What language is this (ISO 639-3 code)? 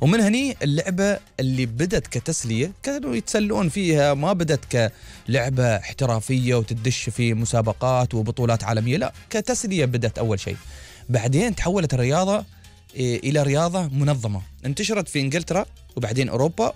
afb